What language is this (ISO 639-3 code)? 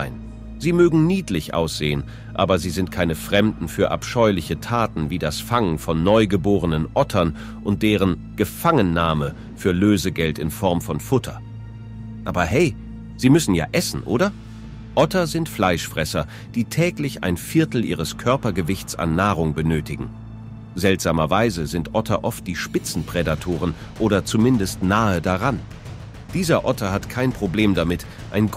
deu